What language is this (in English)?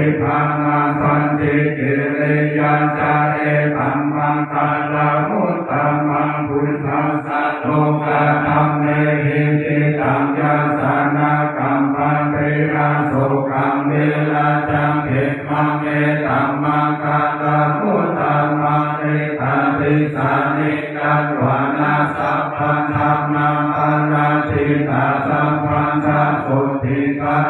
Pali